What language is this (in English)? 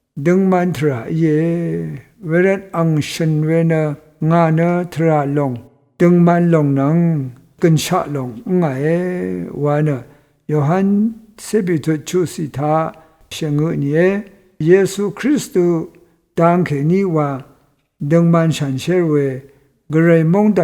Rawang